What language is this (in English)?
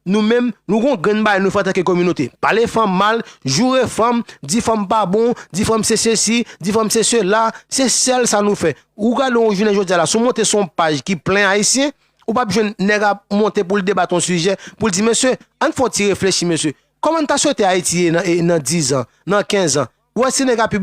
Haitian Creole